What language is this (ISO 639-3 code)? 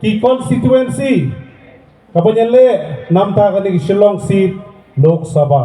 kha